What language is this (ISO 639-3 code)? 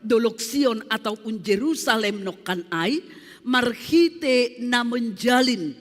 bts